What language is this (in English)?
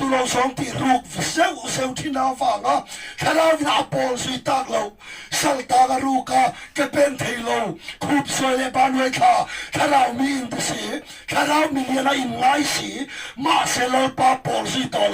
Mizo